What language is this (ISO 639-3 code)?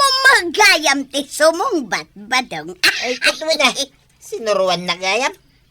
ilo